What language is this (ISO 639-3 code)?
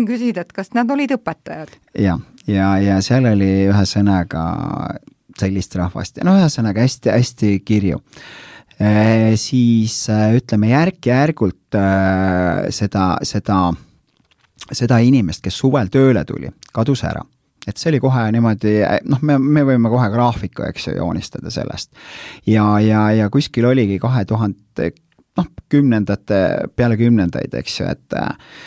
est